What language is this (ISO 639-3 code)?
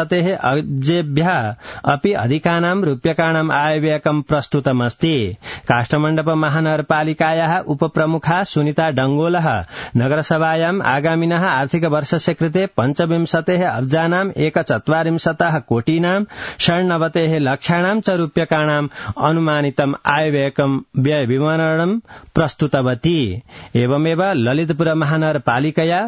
san